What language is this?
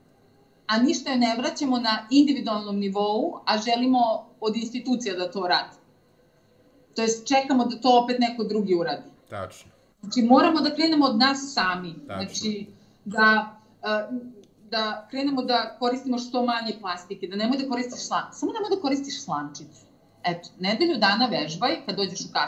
Serbian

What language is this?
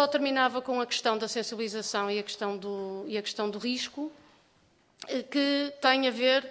Portuguese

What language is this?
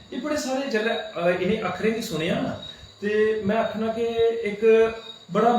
Dogri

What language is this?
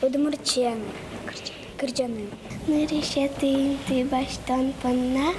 Udmurt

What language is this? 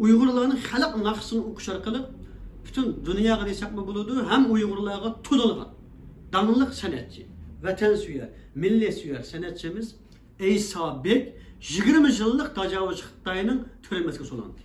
Uyghur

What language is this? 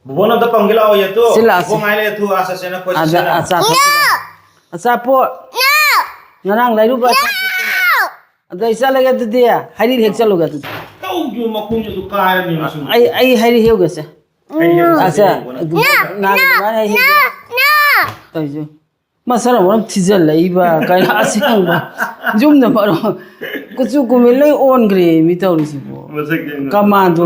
Manipuri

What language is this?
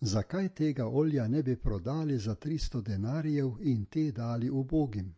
Slovenian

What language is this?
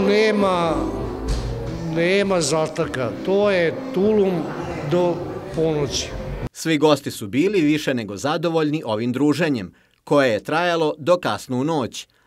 Serbian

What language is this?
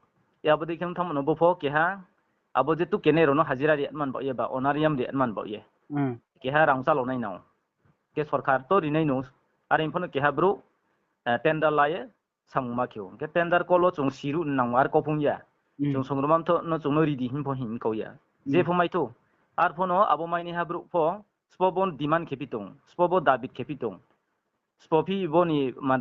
Riang (India)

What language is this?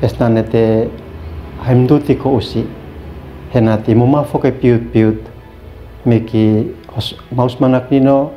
Uab Meto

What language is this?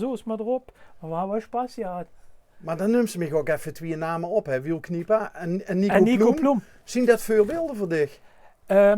Limburgish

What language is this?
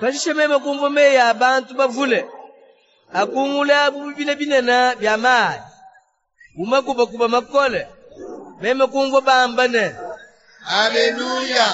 Luba-Lulua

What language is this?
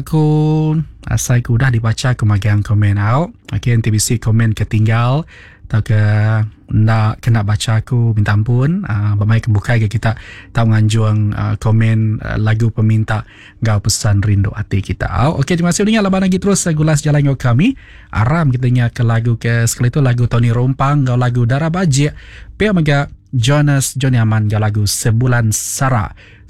Iban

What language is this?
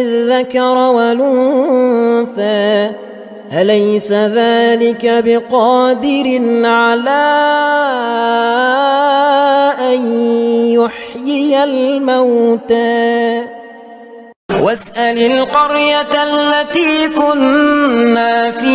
Arabic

